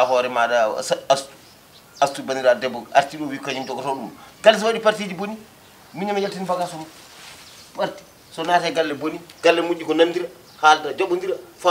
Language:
Fula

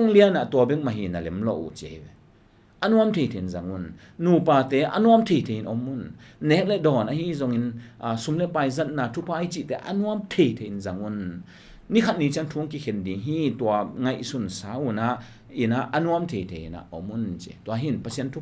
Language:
Tedim Chin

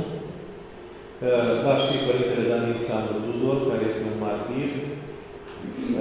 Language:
Romanian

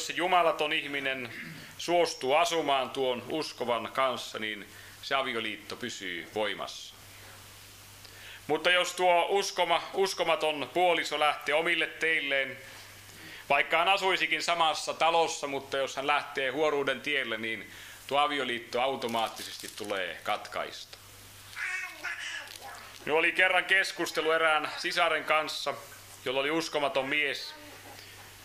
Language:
Finnish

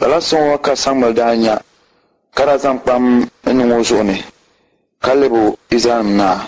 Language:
Dagbani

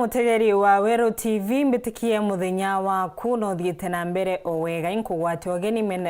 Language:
Meru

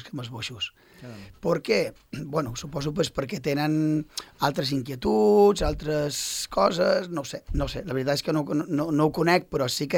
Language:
Catalan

